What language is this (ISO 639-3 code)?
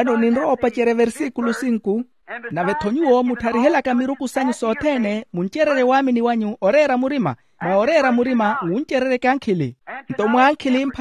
vmw